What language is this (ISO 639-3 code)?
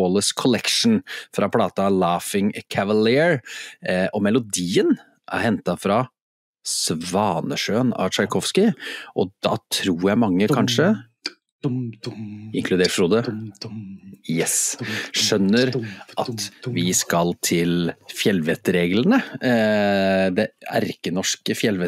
nor